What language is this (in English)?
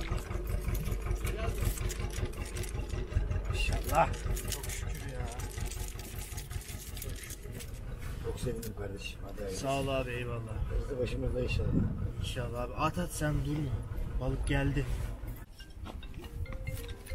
Turkish